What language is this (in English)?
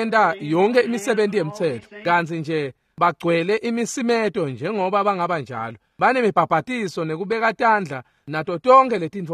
Swati